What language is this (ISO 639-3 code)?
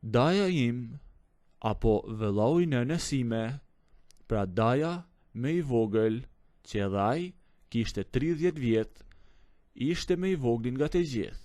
sqi